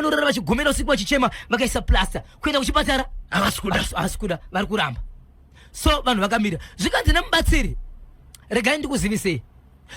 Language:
Shona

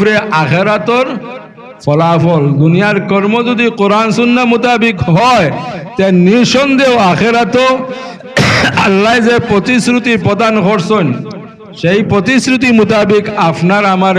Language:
Sylheti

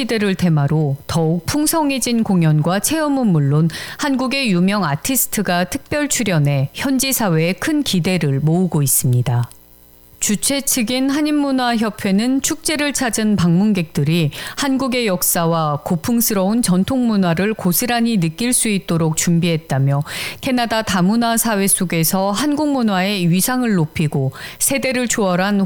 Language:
Korean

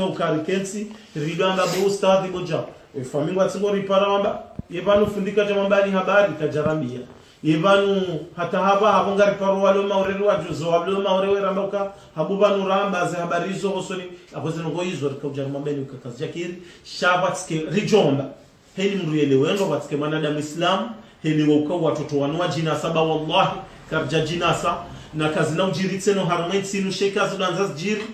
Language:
Ngazidja Comorian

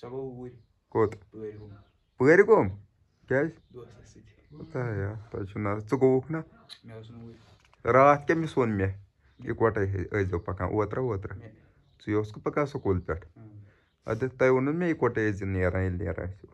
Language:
Kashmiri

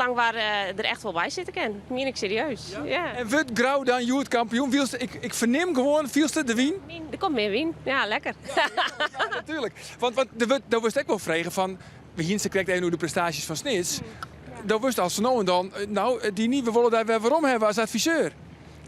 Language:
Western Frisian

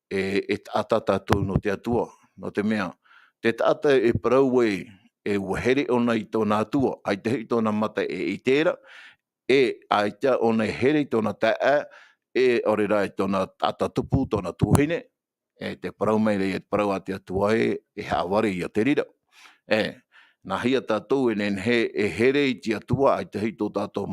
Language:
Tahitian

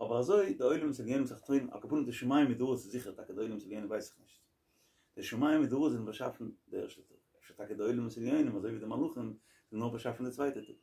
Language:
Yiddish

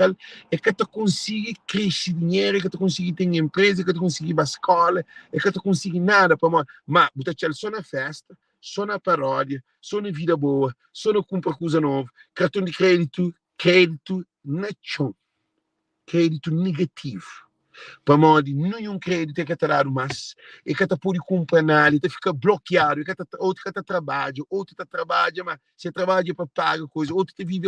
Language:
Kabuverdianu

